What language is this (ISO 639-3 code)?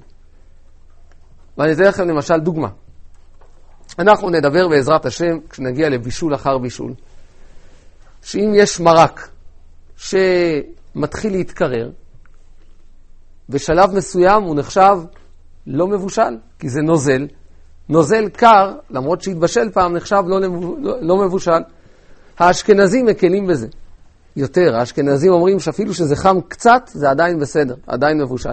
heb